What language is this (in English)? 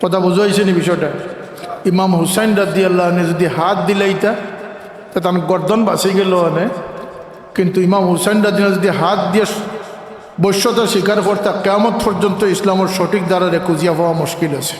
Sylheti